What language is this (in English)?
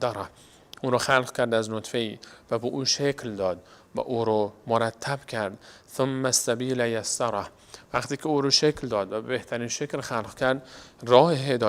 Persian